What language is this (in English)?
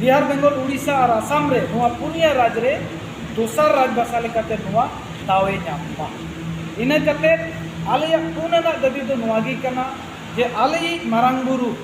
Santali